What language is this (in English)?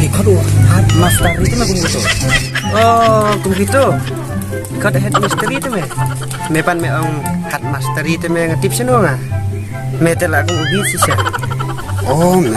Khasi